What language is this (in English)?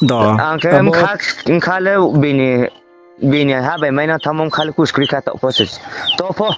Riang (India)